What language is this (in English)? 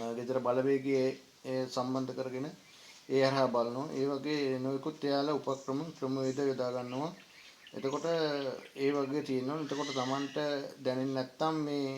Sinhala